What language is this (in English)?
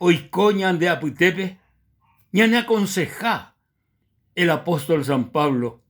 Guarani